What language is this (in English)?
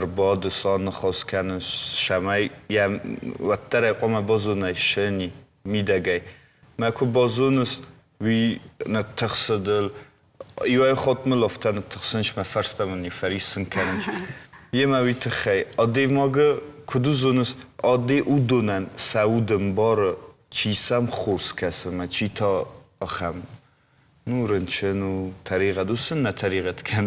Ossetic